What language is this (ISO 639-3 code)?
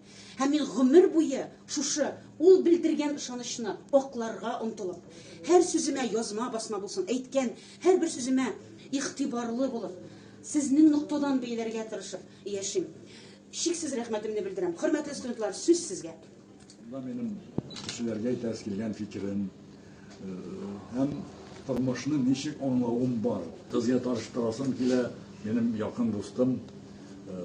tat